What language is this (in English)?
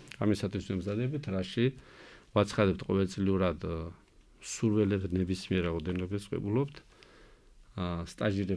Georgian